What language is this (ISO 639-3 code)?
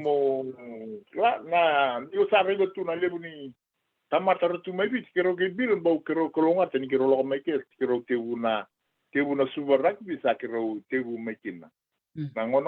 fij